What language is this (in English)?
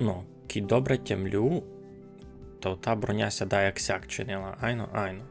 Rusyn